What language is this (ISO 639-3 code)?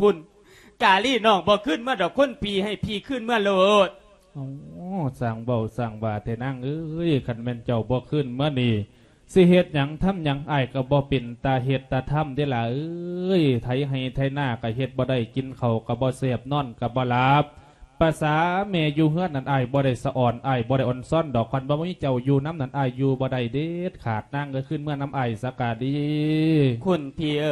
lao